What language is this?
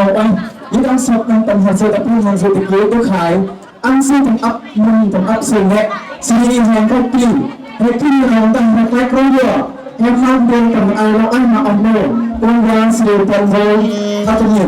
Central Mnong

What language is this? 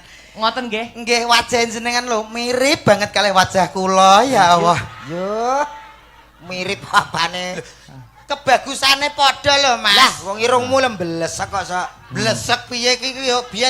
Javanese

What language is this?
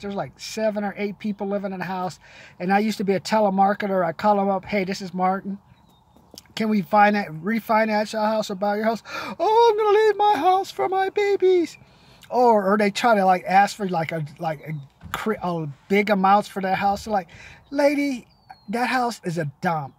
English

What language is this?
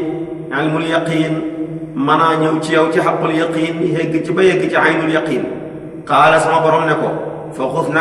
Wolof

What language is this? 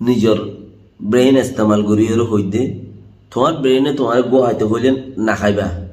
Rohingya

